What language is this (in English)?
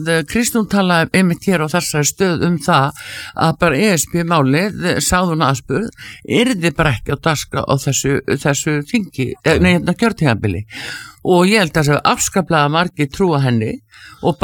Icelandic